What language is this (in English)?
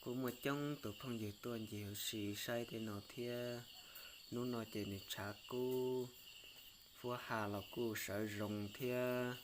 Hmong